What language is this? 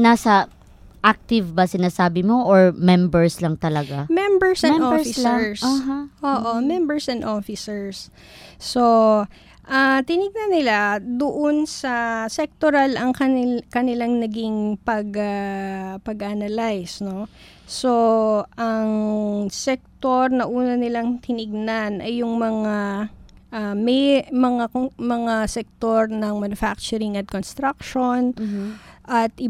Filipino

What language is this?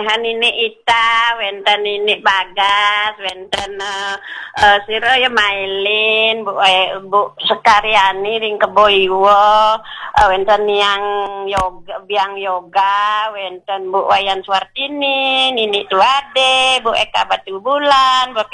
Balinese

